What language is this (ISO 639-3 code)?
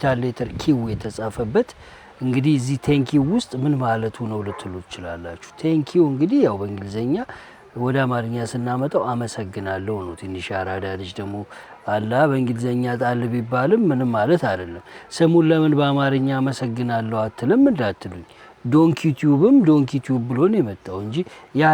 amh